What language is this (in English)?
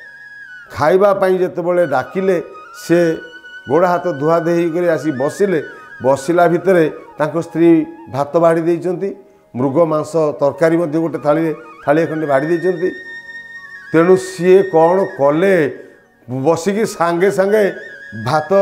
Odia